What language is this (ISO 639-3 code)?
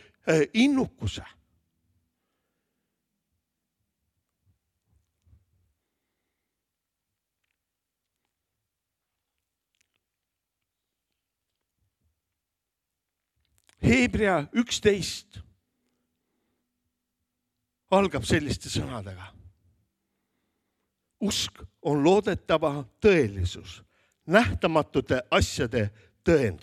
est